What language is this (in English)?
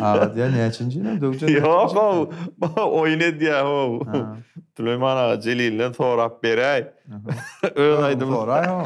Turkmen